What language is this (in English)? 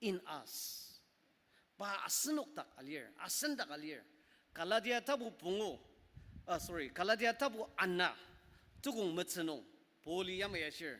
Ao Naga